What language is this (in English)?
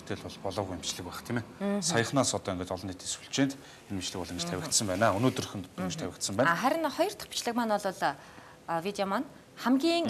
Mongolian